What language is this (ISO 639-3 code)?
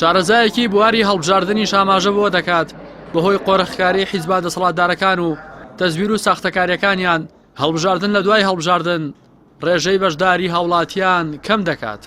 ckb